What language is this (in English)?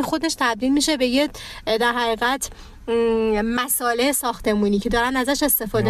Persian